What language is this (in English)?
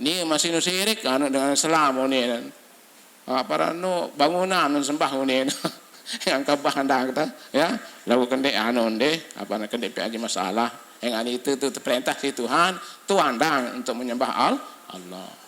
Sasak